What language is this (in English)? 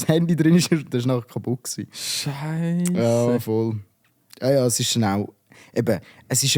Swiss German